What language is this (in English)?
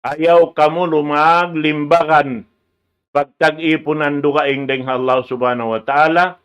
Tausug